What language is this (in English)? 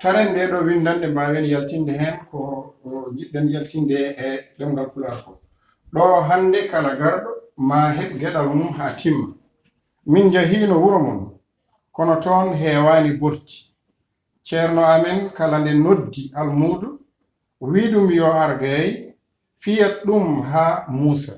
Fula